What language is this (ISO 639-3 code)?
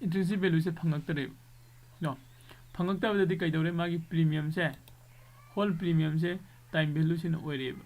mni